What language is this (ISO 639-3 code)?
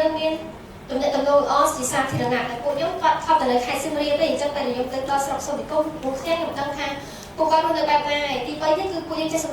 khm